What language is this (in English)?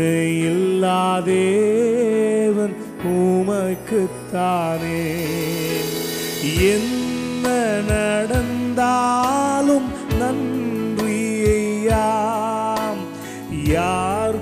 Tamil